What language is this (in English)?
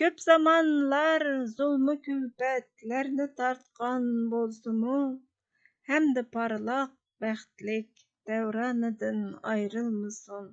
Uyghur